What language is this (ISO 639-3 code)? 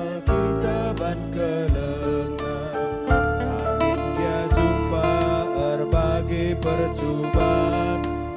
btx